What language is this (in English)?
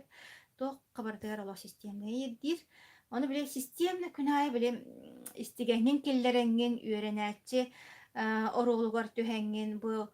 Yakut